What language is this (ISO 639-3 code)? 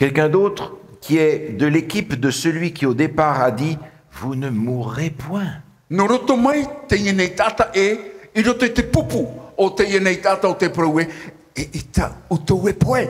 tah